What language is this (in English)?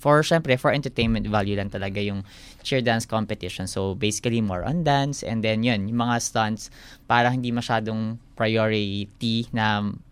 Filipino